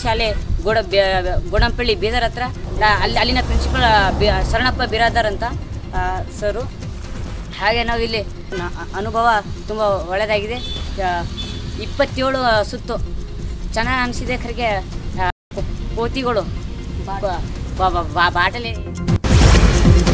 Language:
Kannada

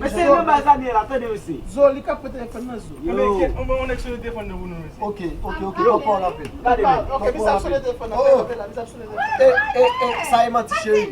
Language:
Haitian Creole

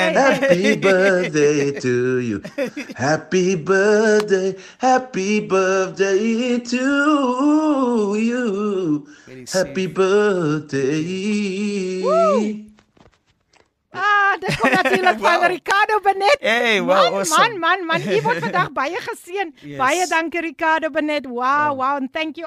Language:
Afrikaans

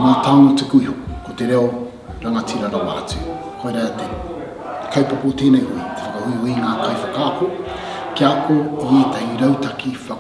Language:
Māori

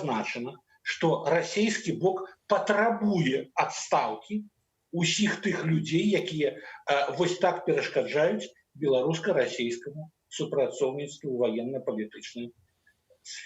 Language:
Belarusian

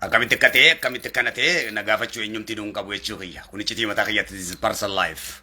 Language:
Oromo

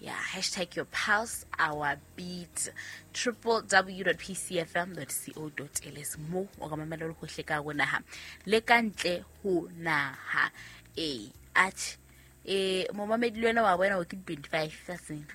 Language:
Southern Sotho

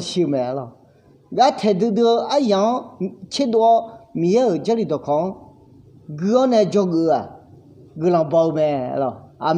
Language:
Akha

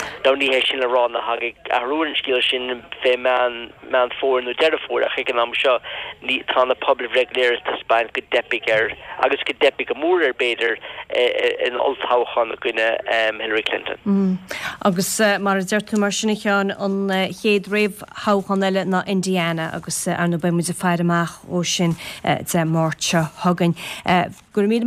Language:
Irish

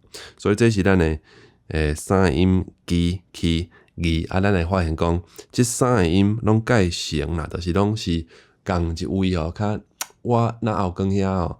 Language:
Min Nan Chinese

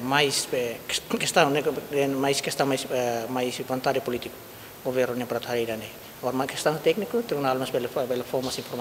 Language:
Tetum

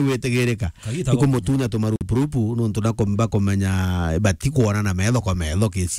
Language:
Meru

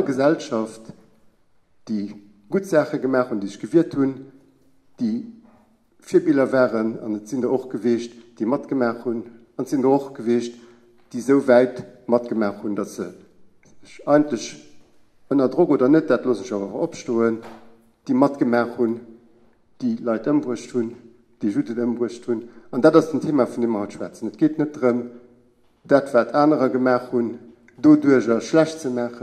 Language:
Luxembourgish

